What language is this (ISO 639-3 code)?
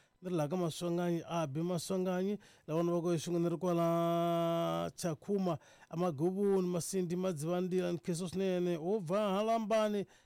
tso